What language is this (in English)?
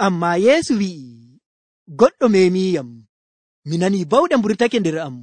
Nigerian Fulfulde